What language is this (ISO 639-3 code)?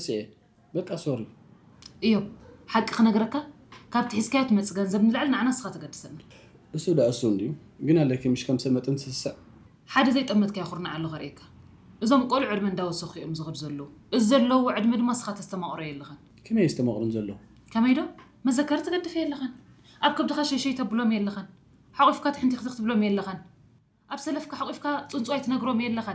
tir